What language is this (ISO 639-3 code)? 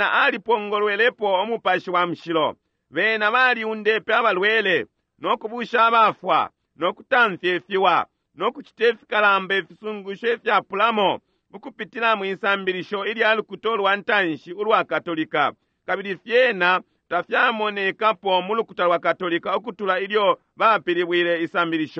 bem